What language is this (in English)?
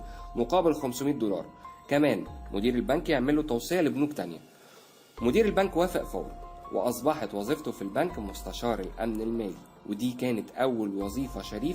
Egyptian Arabic